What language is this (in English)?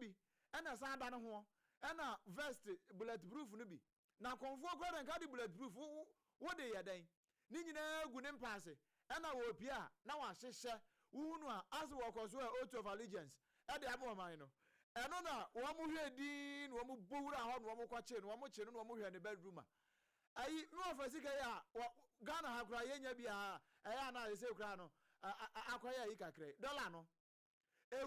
Akan